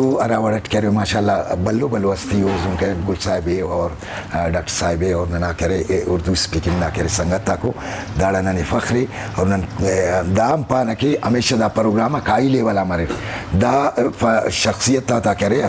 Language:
Brahui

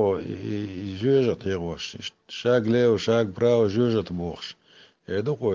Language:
Chechen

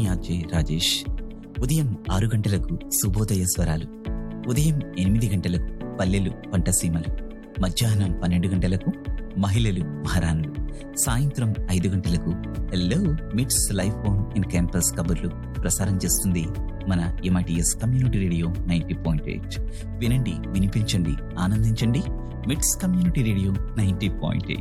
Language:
Telugu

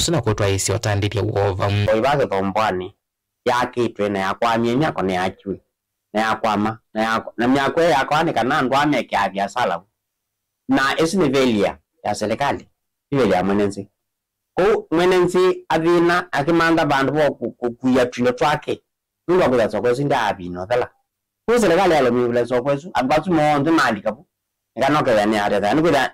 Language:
Kamba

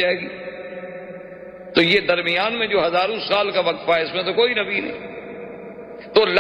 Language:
Urdu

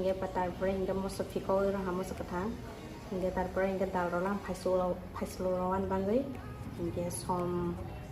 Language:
Kok Borok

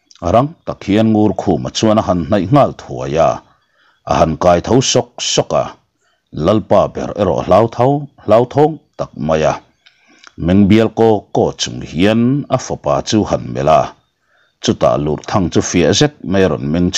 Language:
Mizo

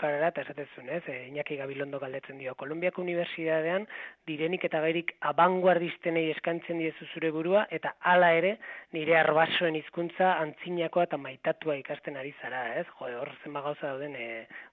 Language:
Basque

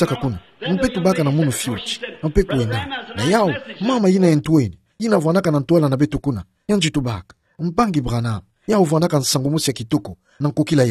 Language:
Kituba (Democratic Republic of Congo)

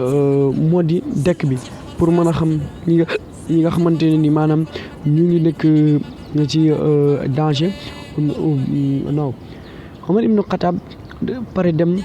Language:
Wolof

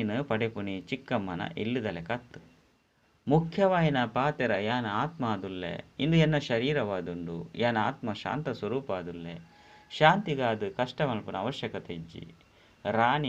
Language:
Tulu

